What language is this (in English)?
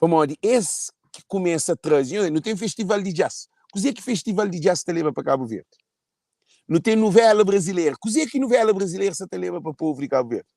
Kabuverdianu